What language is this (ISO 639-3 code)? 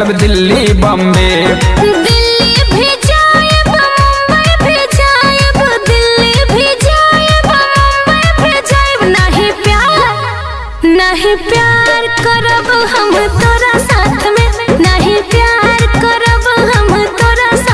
bho